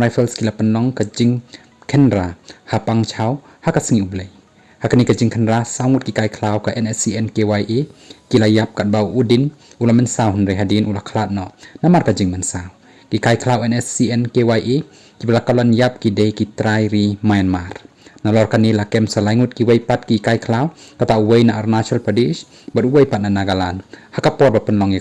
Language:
Khasi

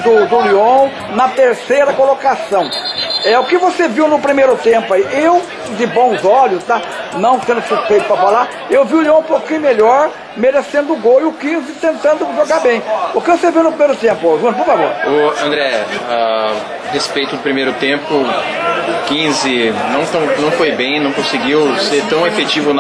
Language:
Portuguese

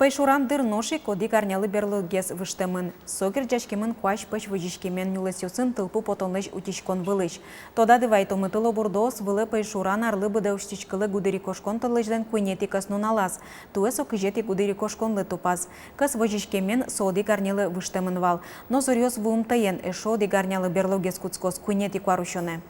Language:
Udmurt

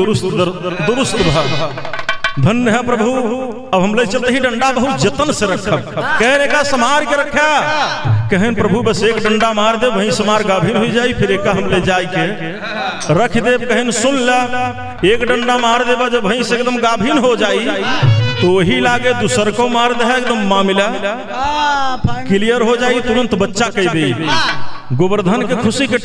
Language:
Bhojpuri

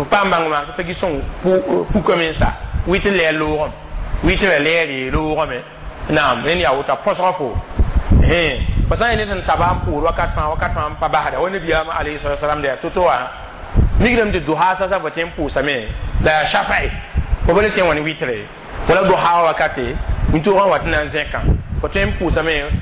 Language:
Mossi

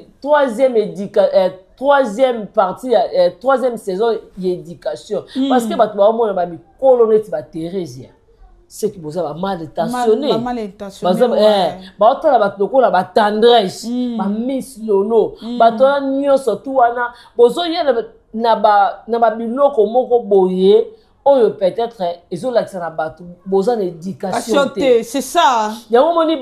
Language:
Lingala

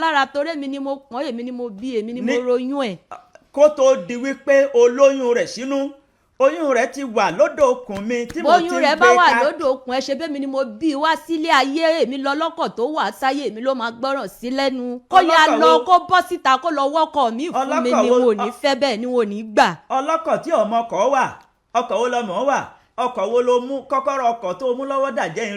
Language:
Yoruba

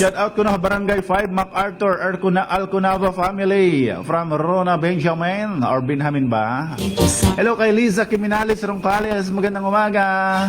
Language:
Waray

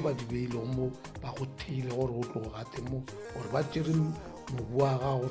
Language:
Northern Sotho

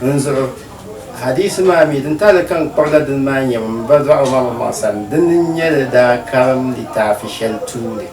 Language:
Dagbani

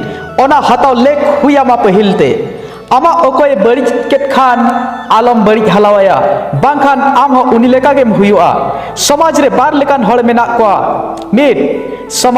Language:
Santali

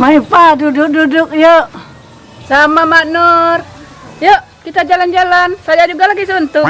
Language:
Musi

